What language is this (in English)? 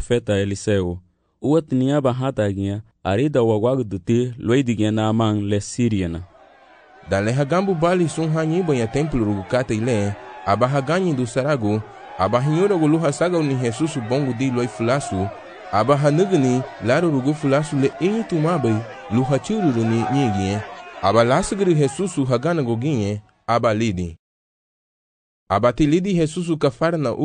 Garifuna